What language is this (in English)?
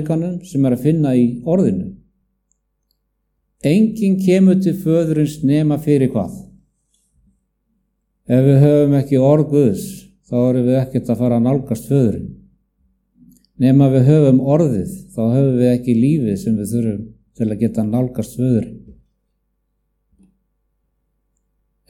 Icelandic